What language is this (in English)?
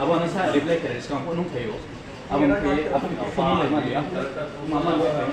Riang (India)